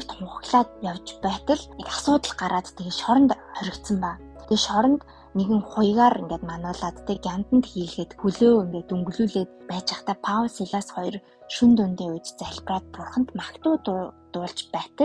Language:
Mongolian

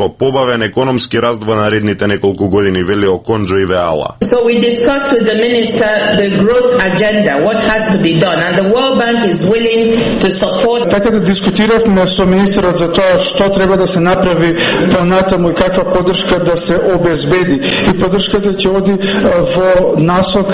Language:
Macedonian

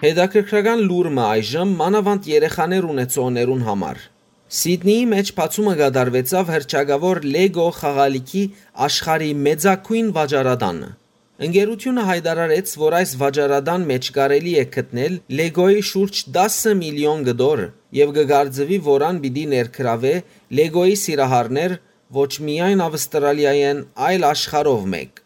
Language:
Western Armenian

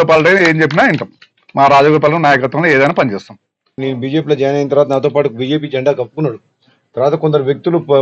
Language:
Telugu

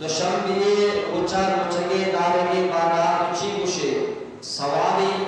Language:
Eastern Balochi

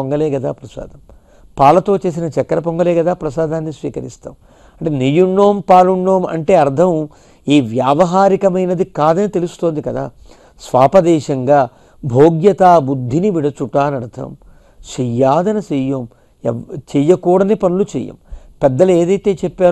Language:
Telugu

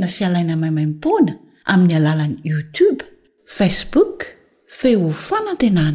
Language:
Malagasy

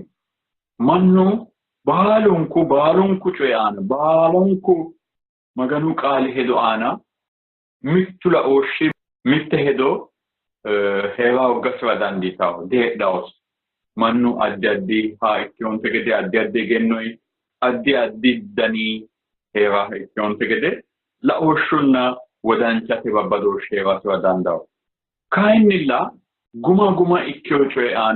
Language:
Sidamo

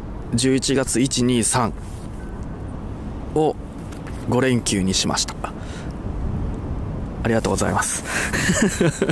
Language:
Japanese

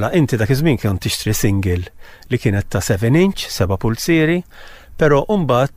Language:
Maltese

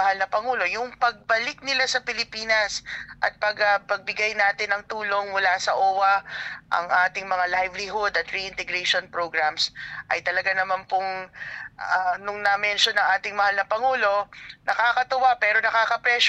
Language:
Filipino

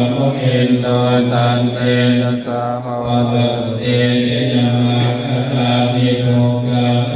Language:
Pali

